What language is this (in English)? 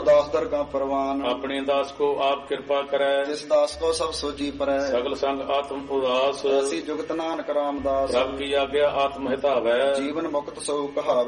Punjabi